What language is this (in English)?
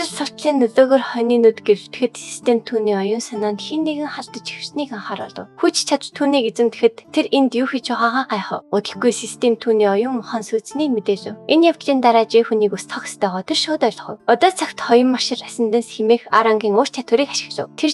Mongolian